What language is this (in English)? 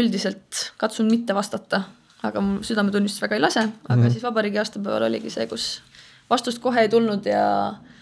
Estonian